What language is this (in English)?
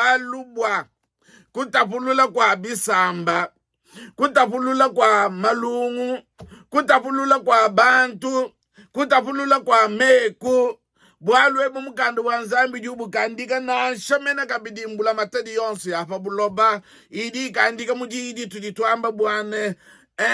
Luba-Lulua